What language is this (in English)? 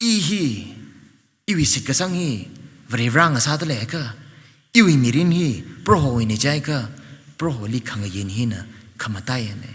Tangkhul Naga (India)